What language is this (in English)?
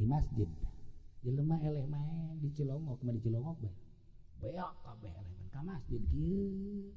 Sundanese